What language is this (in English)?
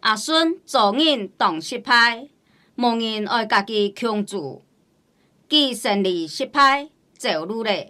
Hakka Chinese